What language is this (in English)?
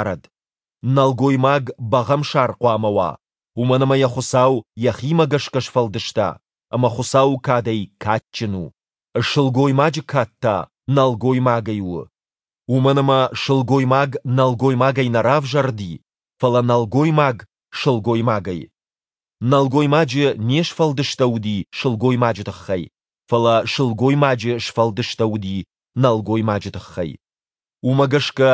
Ossetic